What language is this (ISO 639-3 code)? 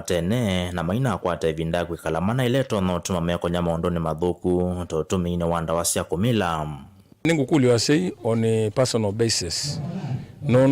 kam